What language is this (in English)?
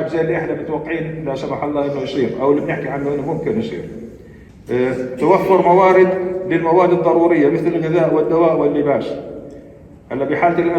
North Levantine Arabic